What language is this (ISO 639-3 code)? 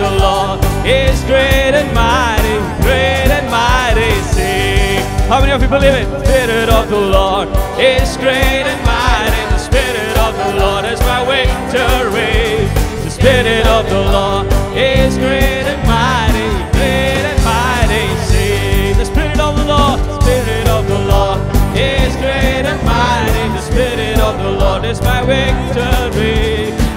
eng